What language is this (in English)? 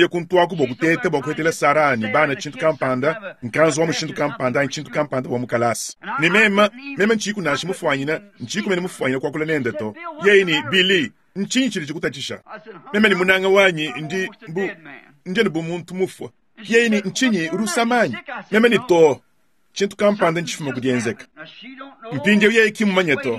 Luba-Lulua